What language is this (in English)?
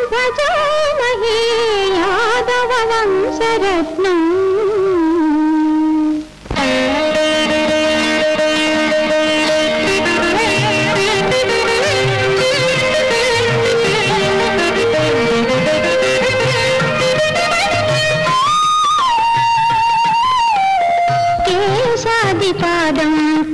Malayalam